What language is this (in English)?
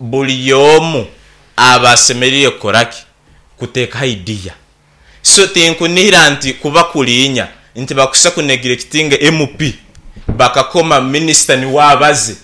Nyankole